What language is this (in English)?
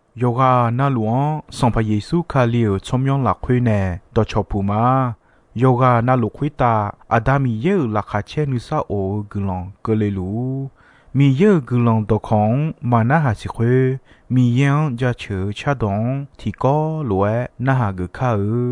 Akha